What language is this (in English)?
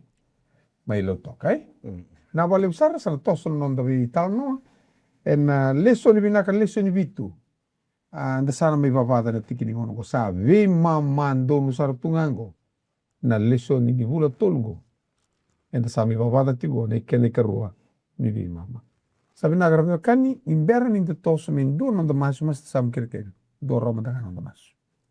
Fijian